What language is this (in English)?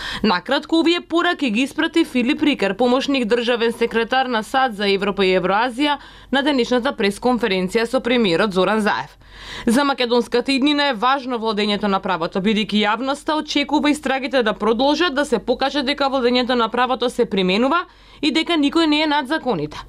Macedonian